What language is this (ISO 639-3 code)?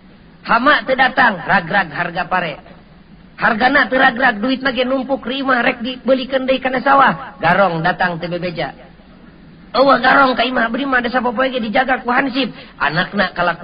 sun